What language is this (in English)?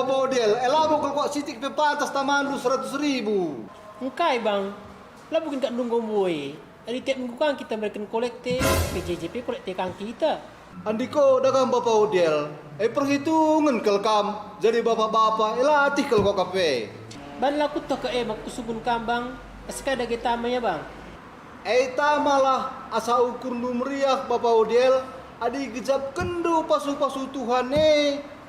Batak Karo